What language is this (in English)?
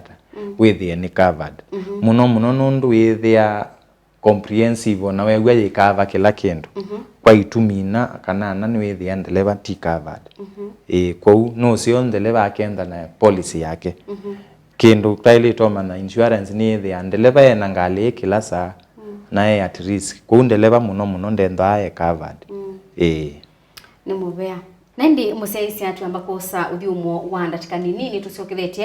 Kamba